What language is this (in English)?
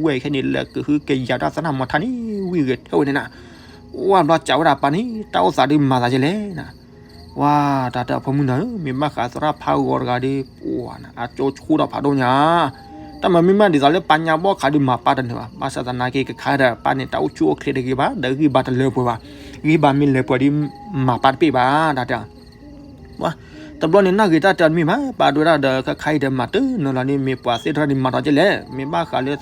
S'gaw Karen